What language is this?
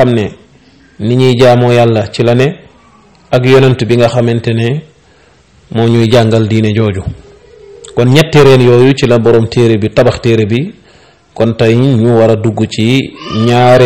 Wolof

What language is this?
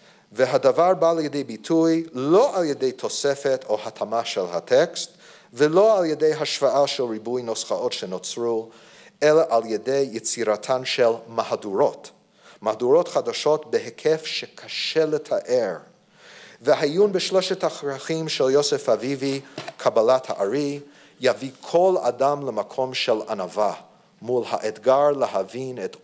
Hebrew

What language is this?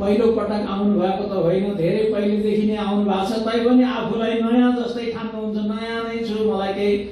Nepali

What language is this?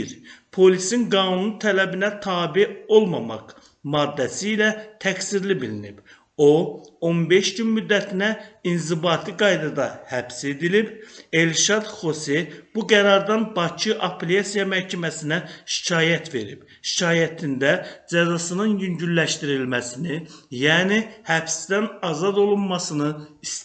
Azerbaijani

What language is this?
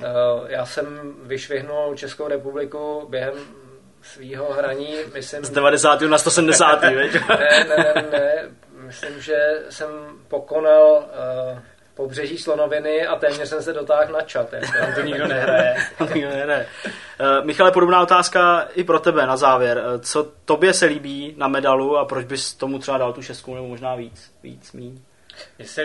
Czech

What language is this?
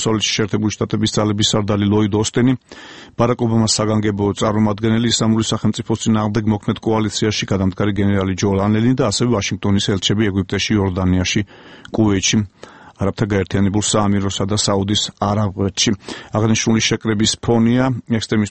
Georgian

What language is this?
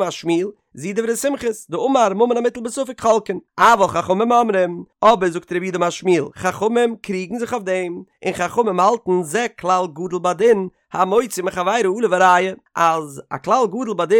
Yiddish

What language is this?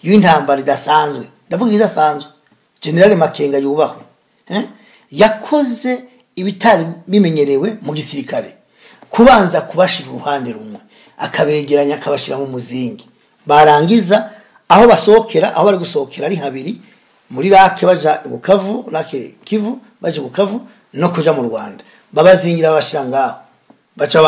Rundi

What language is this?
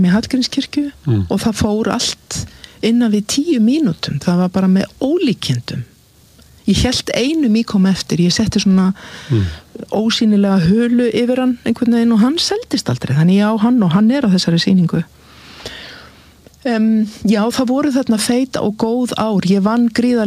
Icelandic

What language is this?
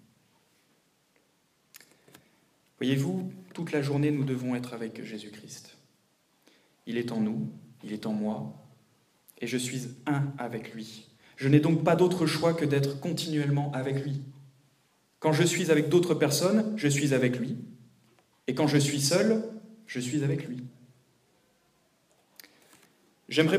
French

